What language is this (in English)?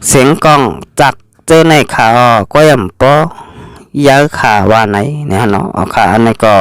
Shan